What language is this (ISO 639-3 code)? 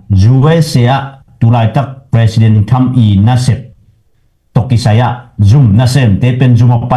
ctd